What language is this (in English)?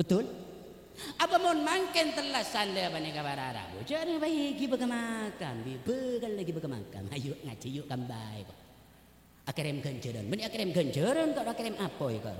Madurese